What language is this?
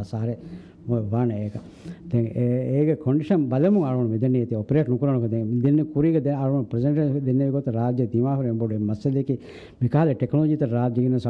Divehi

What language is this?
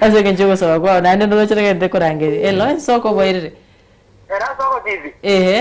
Gusii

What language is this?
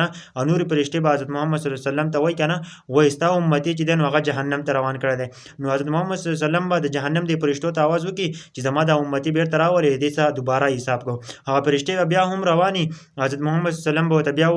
Pashto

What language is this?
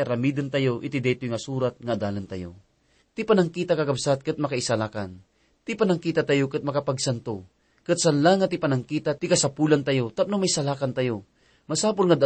Iloko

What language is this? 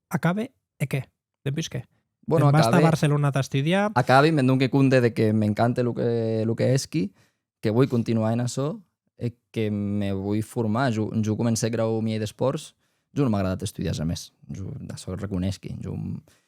Occitan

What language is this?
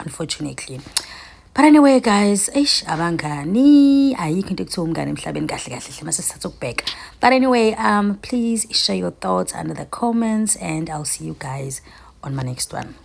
Zulu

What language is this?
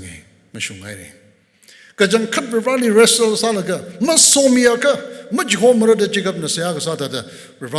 Tangkhul Naga (India)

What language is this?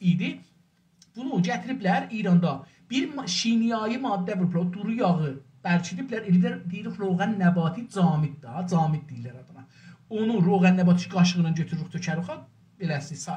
South Azerbaijani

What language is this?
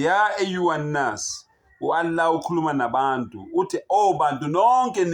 Zulu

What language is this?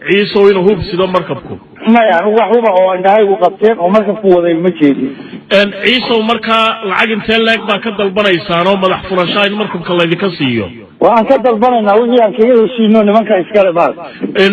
Somali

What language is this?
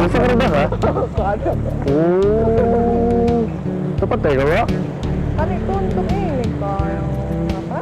Banjar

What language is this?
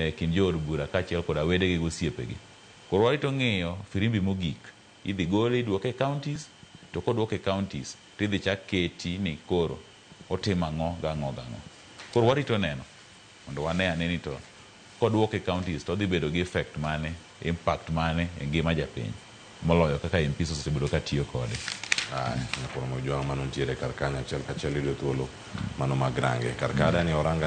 Luo (Kenya and Tanzania)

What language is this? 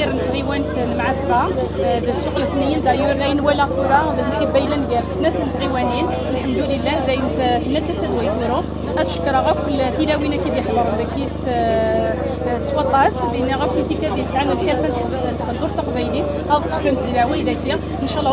Kabyle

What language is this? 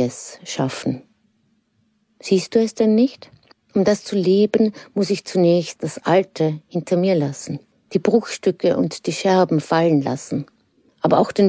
German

